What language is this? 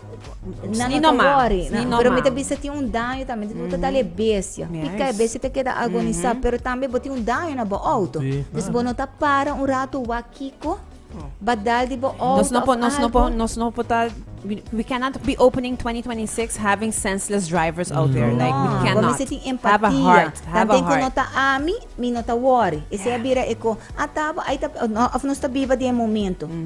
Papiamento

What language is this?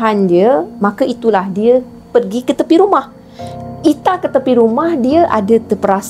Malay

